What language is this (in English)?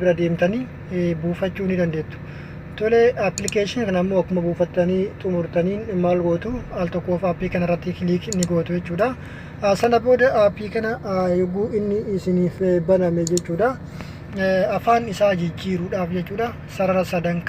Oromo